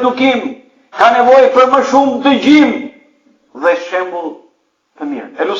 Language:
Albanian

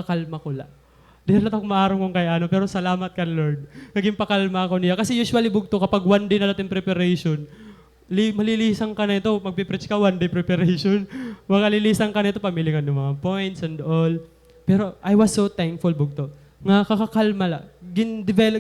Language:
Waray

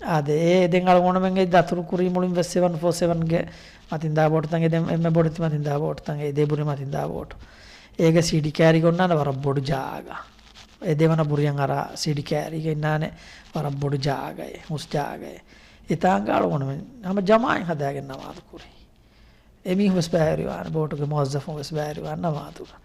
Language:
Divehi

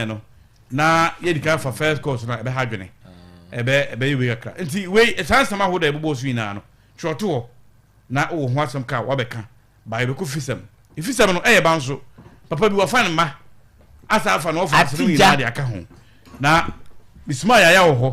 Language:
Akan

